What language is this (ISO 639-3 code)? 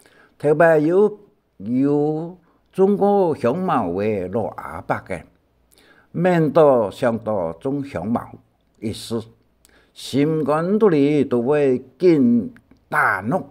hak